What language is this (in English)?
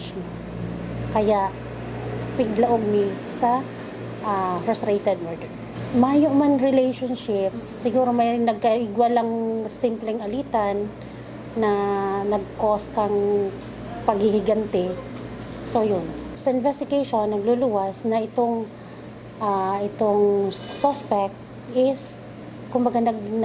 Bikol